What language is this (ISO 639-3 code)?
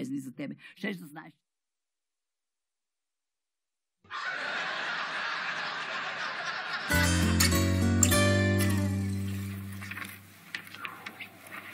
bul